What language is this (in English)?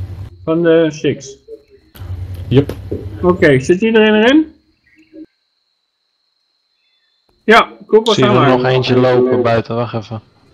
Dutch